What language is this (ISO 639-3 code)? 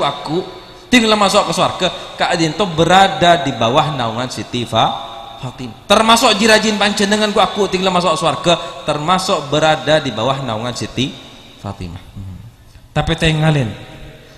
mad